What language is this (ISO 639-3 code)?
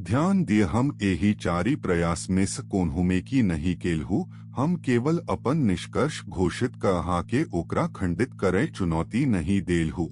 mai